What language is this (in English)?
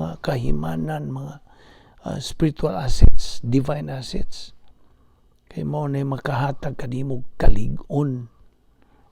Cebuano